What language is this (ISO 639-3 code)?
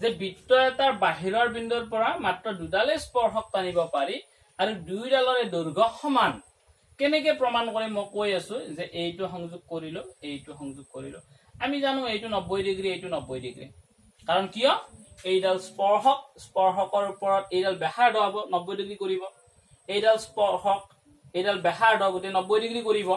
asm